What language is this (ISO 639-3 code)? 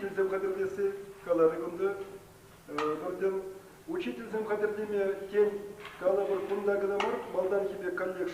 chv